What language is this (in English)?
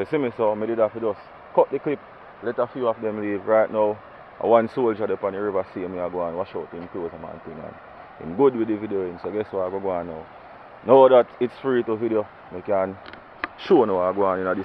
Jamaican Creole English